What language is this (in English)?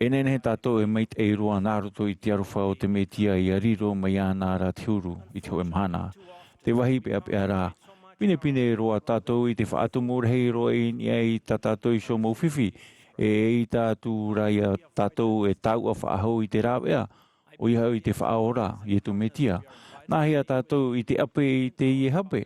Tahitian